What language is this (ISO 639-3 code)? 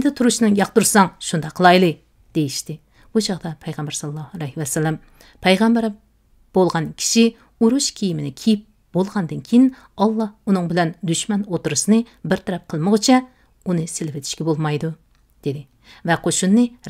uig